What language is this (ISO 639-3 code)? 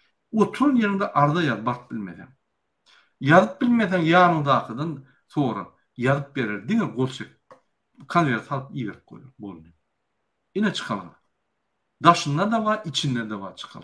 tuk